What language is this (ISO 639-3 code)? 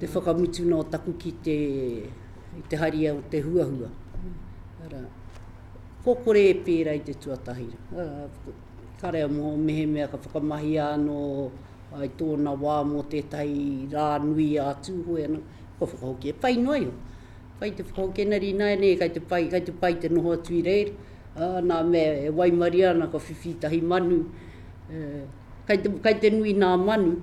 mri